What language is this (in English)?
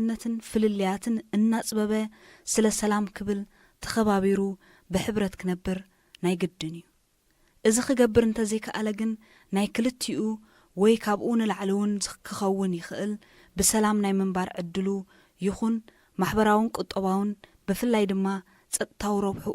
Tigrinya